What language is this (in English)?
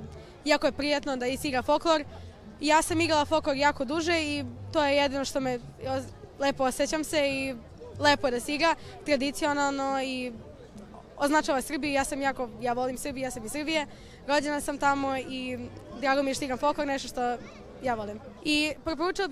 Serbian